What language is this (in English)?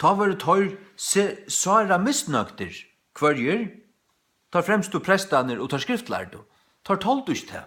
Faroese